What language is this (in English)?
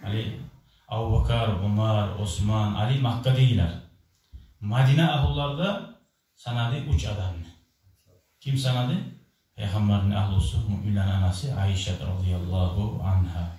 Kumyk